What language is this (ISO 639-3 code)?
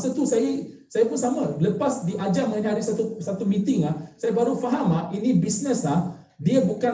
msa